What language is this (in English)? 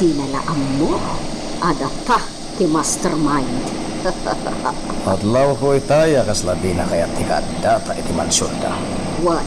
Iloko